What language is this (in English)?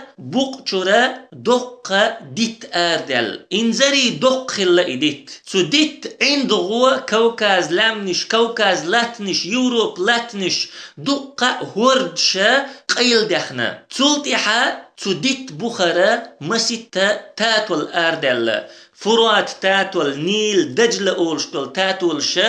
Chechen